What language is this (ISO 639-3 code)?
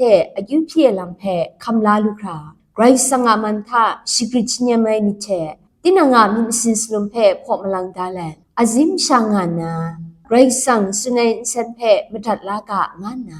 kac